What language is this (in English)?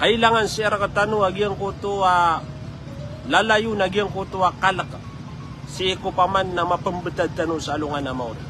Maranao